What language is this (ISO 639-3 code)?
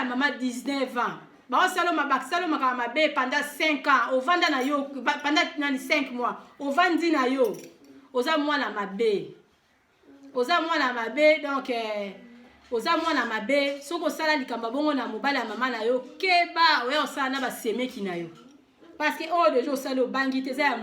lin